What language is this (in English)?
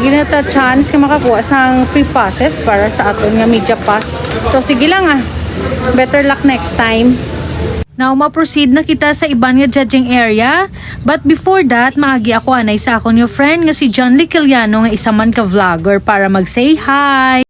Hiligaynon